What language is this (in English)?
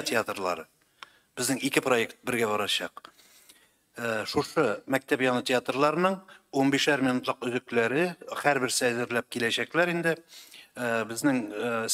Tatar